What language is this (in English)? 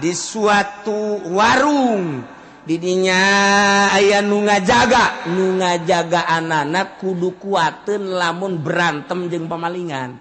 Sundanese